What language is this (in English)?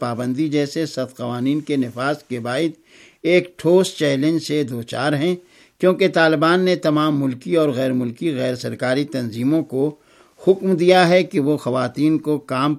Urdu